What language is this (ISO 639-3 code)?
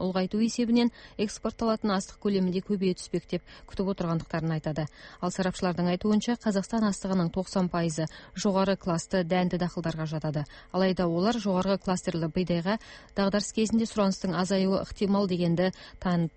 kaz